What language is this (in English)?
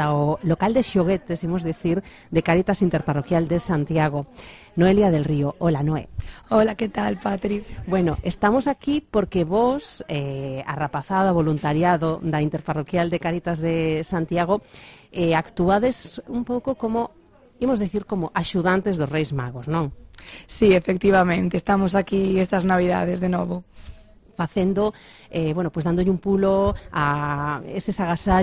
Galician